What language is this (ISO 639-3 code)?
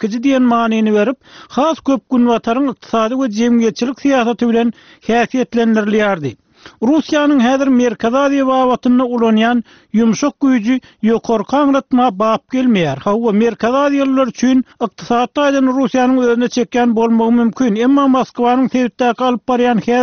tuk